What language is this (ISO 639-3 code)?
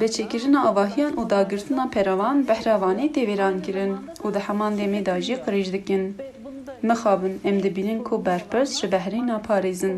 kur